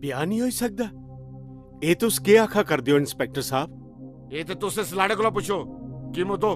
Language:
Dogri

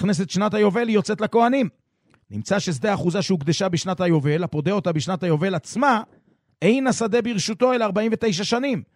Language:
Hebrew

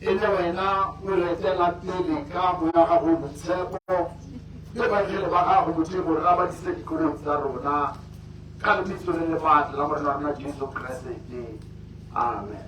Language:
Tswana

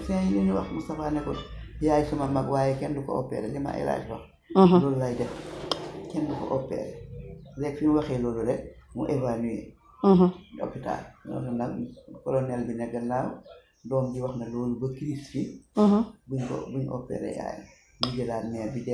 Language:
Wolof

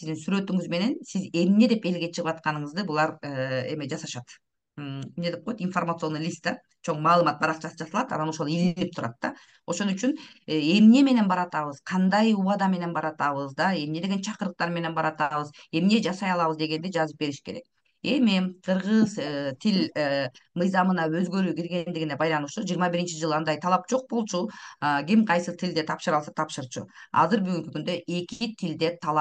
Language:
Kyrgyz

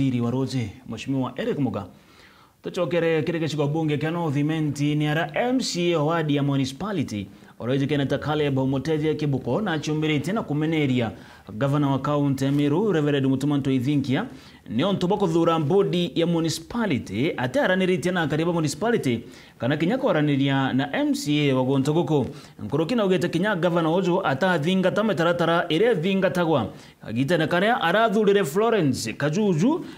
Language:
Meru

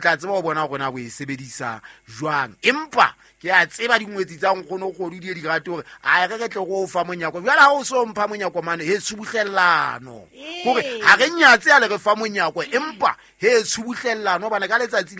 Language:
Southern Sotho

